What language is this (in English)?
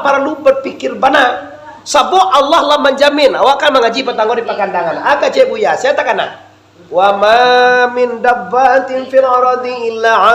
Minangkabau